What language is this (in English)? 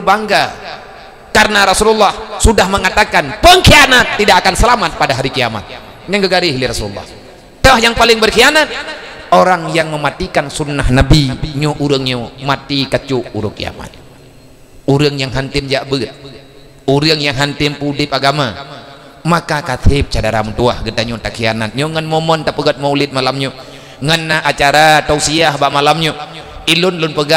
Achinese